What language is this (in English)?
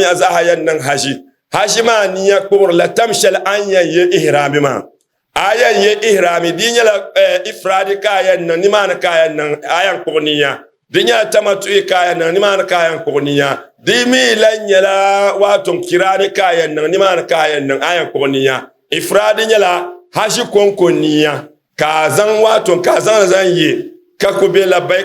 Dagbani